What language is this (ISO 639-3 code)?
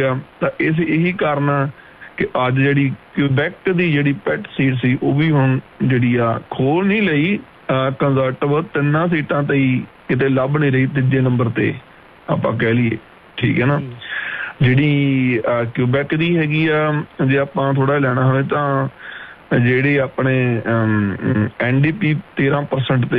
pan